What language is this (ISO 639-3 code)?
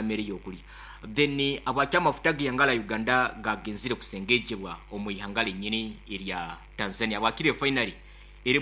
nyn